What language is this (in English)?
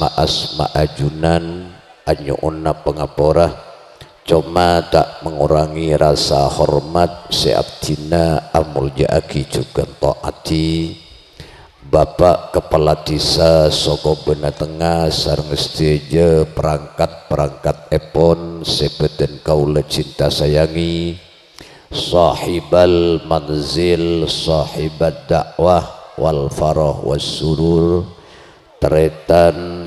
Madurese